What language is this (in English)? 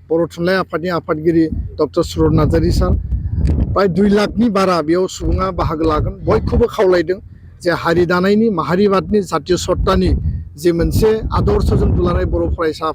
Bodo